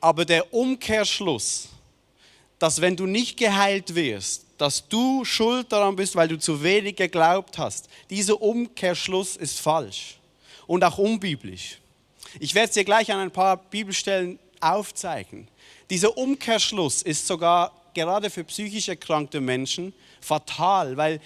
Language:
Swiss German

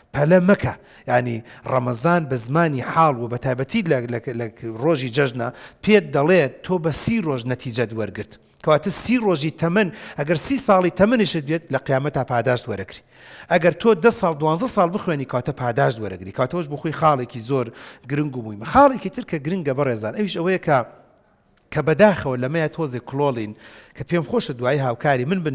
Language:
Central Kurdish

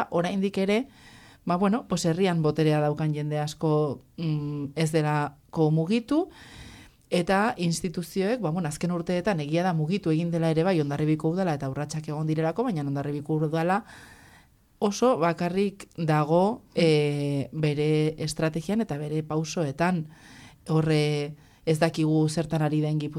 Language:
Basque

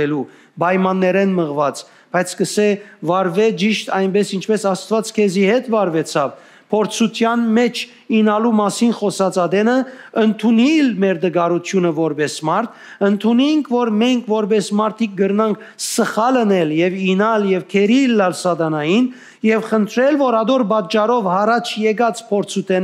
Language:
Western Armenian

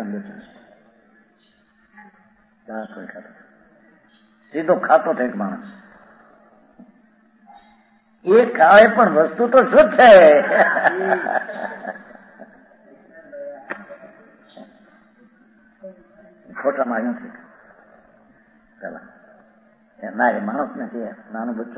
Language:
Gujarati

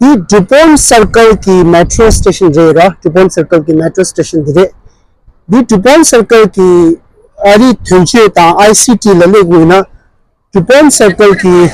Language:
Tibetan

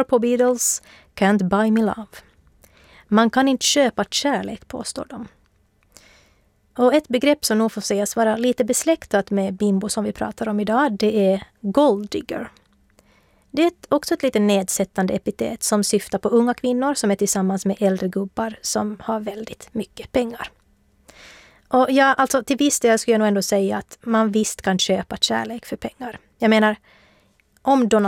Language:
Swedish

